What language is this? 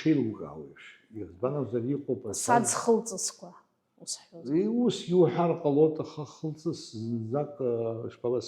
Abkhazian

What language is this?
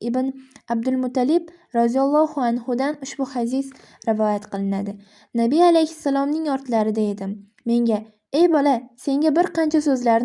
Uzbek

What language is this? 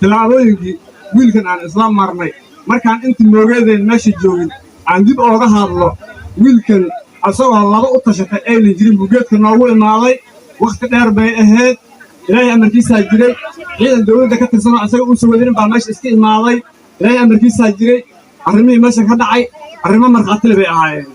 Somali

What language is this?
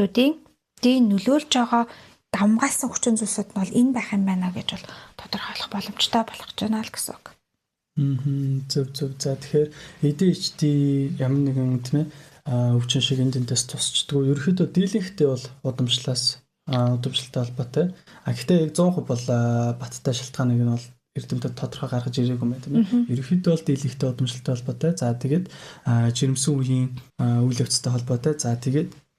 Mongolian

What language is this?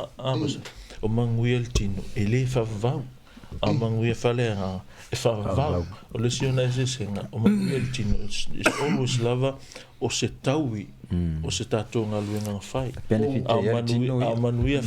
Samoan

